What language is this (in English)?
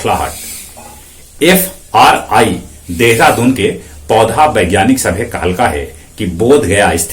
Magahi